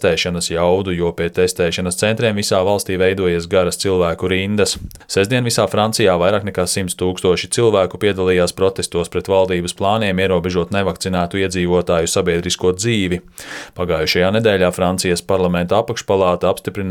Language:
Latvian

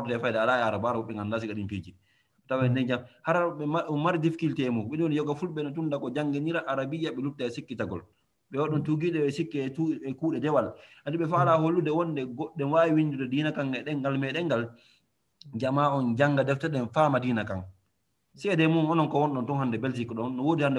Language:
Fula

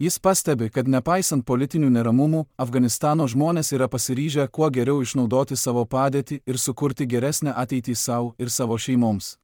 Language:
Lithuanian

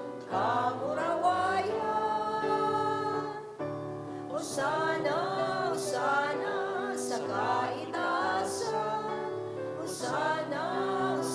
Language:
Bikol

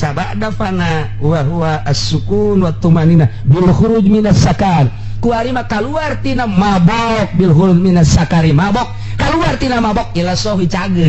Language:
Sundanese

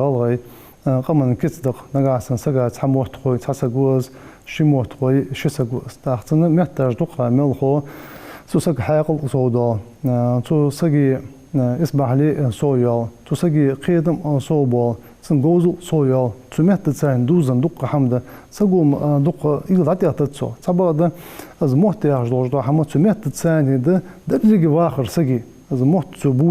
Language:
Ingush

